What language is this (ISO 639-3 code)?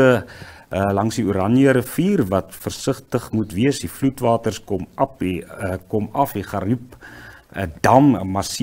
afr